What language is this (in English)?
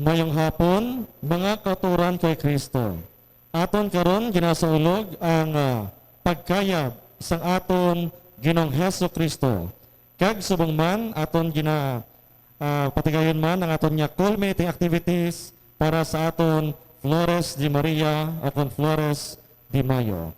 Hiligaynon